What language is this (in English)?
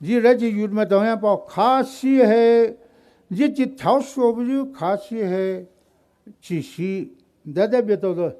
Poumei Naga